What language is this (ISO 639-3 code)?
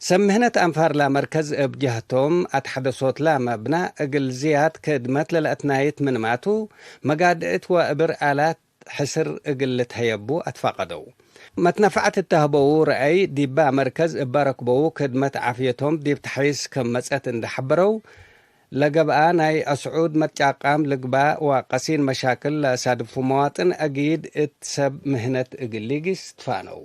tig